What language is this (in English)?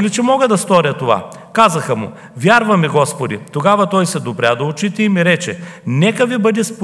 Bulgarian